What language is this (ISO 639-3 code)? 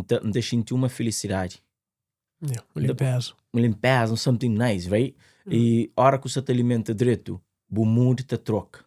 kea